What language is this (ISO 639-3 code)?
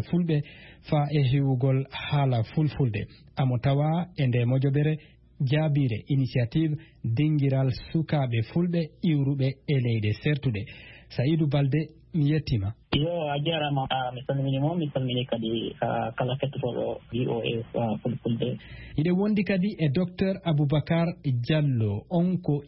ful